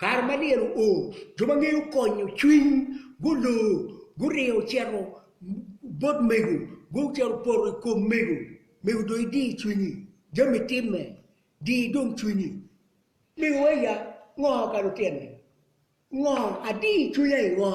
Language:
Acoli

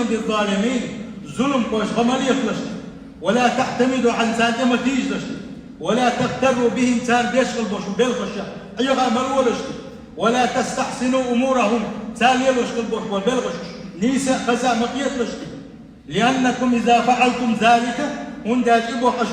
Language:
Chechen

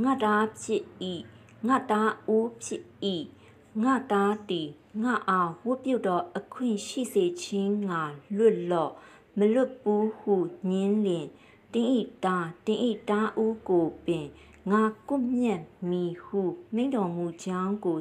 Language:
Burmese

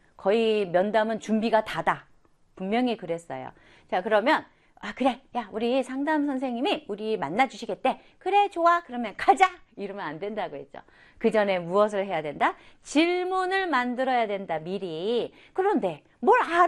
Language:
Korean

